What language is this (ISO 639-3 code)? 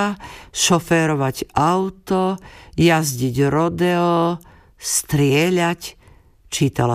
slk